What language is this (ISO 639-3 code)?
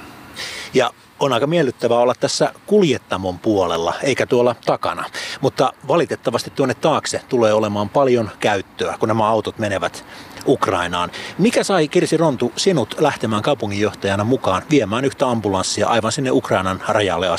fin